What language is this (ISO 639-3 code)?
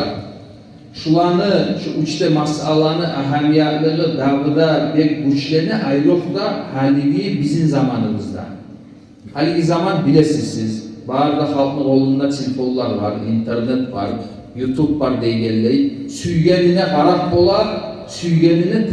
kum